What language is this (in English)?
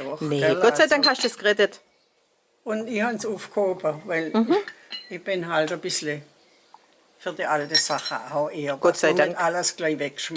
Swabian